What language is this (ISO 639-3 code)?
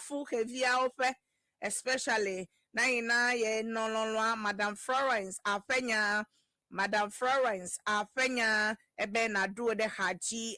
ewe